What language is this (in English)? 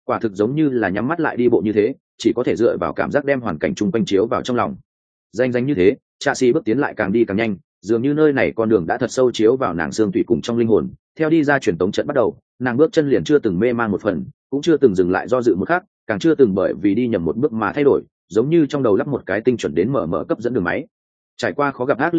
Vietnamese